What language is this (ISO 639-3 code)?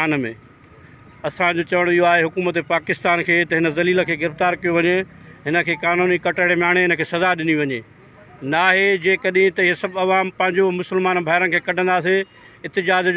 snd